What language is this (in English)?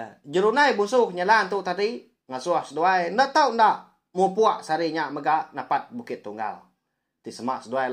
Iban